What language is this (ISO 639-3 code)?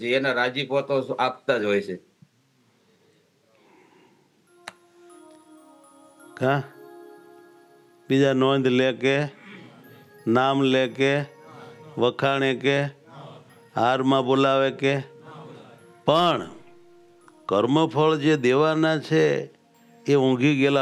guj